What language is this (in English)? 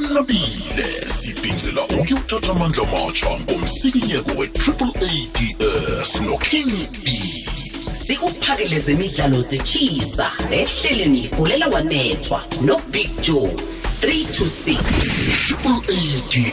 South Ndebele